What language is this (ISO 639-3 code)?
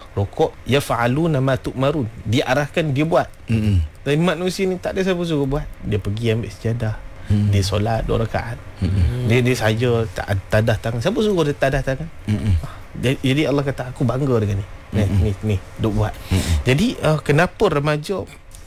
msa